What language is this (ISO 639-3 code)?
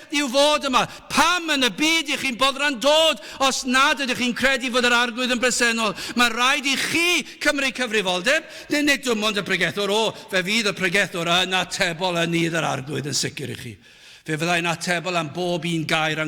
cym